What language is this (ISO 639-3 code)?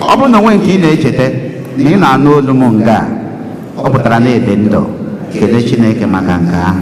ibo